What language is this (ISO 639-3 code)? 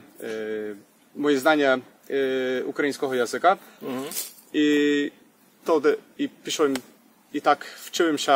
rue